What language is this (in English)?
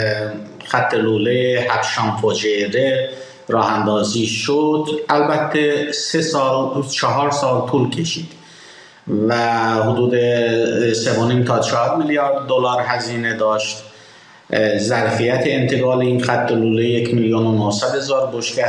Persian